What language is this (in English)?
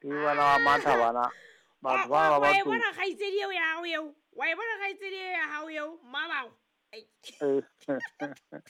Southern Sotho